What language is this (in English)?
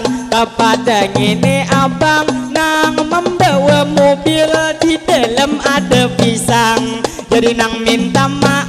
Banjar